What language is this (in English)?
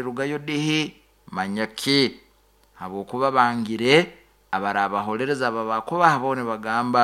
Nyoro